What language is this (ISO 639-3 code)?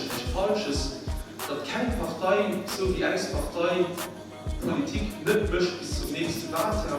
ltz